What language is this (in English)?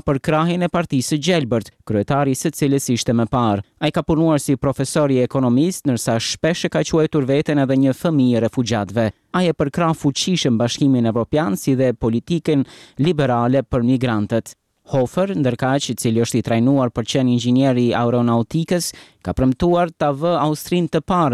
Albanian